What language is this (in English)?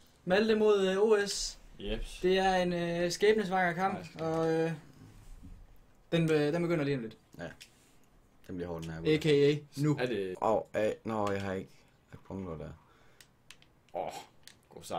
Danish